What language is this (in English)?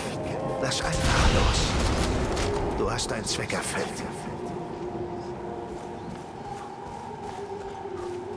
German